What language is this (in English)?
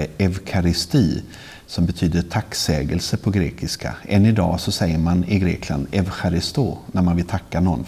Swedish